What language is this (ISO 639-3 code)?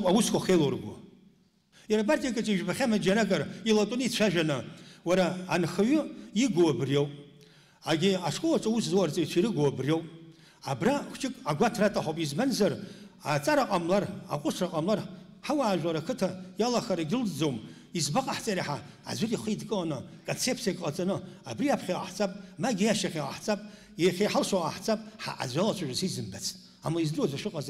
abk